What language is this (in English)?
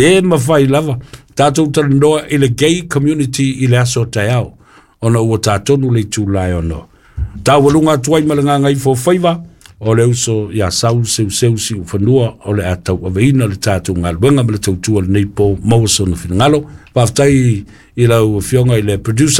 Samoan